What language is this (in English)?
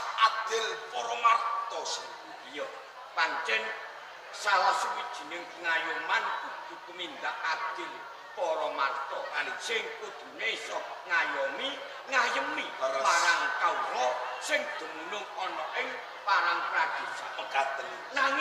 Javanese